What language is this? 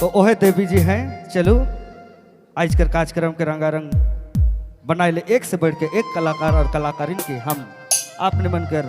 Sadri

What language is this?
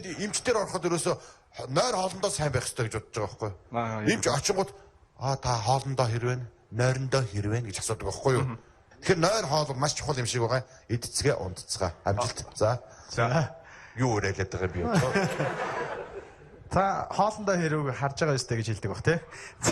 Mongolian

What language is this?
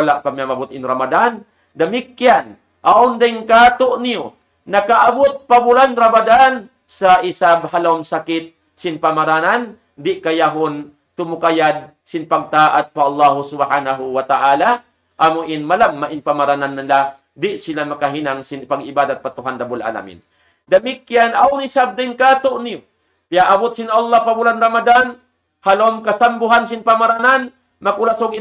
Tausug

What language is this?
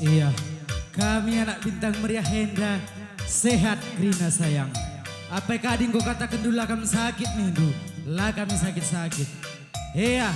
Batak Karo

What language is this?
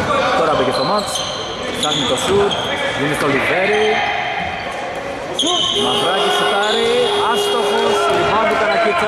Greek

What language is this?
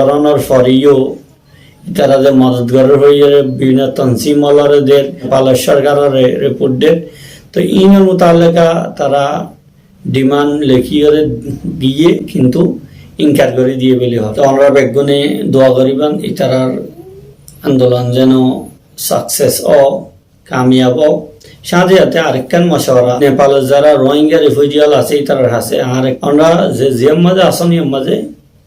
Rohingya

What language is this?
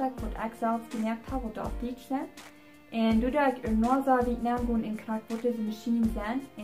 Plautdietsch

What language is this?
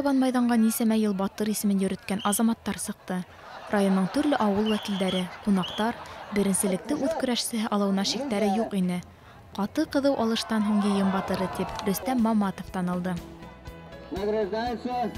Bashkir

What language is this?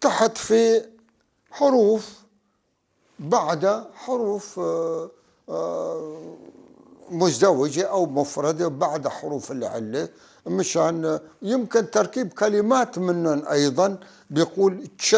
North Levantine Arabic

